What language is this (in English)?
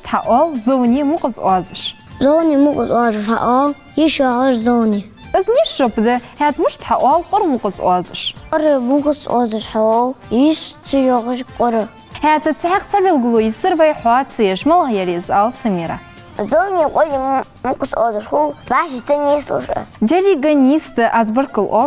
Ingush